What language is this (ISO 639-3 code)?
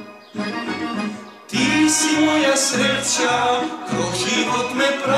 hrv